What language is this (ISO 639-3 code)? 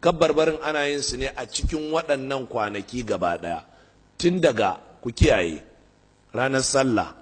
hau